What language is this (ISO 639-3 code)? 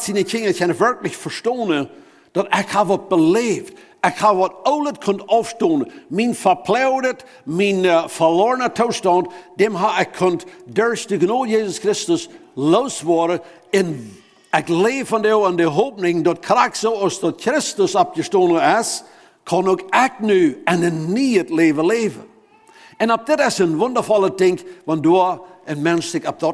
pdt